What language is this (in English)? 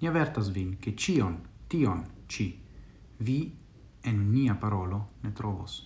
Esperanto